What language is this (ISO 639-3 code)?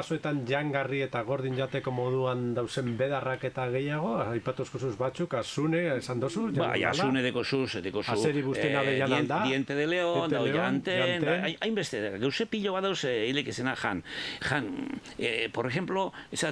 eus